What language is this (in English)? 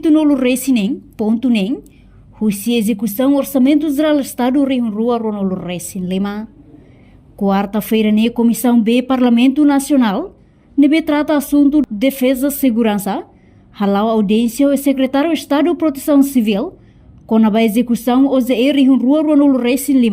Tetum